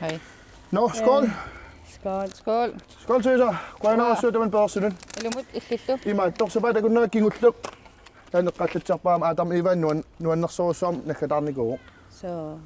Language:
Kalaallisut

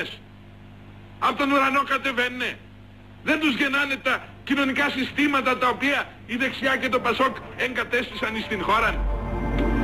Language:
Greek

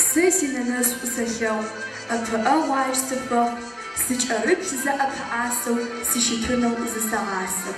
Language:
Adyghe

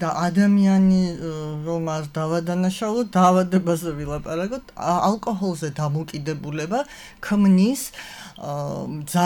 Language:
Georgian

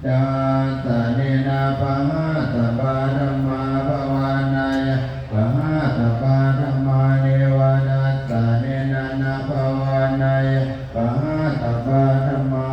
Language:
Pali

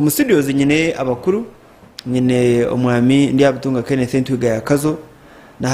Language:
Nyankole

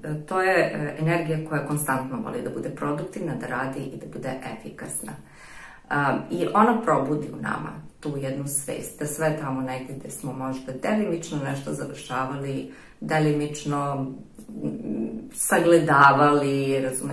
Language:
Serbian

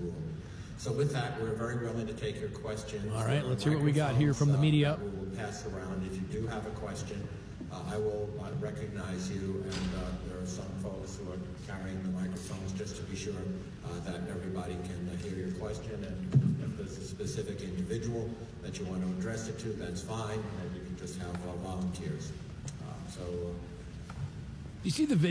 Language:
English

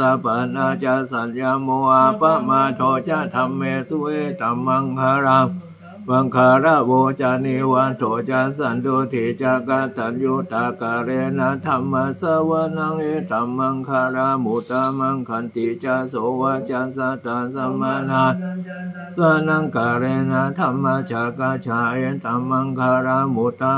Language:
Pali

